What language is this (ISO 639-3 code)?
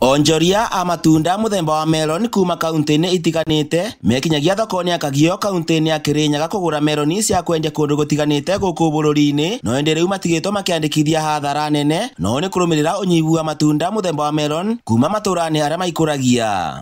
kik